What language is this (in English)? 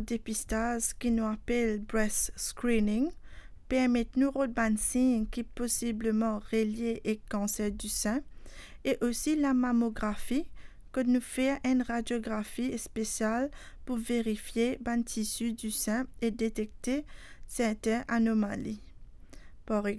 Morisyen